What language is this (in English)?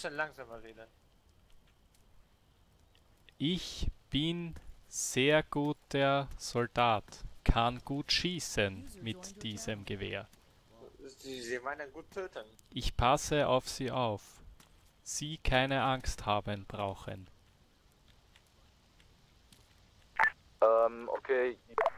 German